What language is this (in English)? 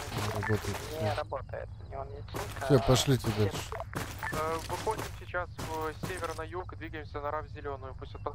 Russian